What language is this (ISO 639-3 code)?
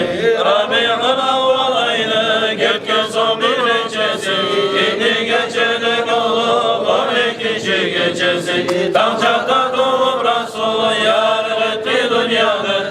kum